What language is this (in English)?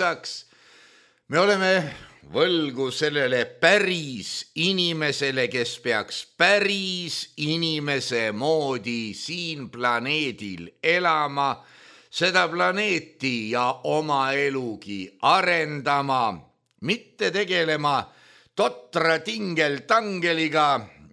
Estonian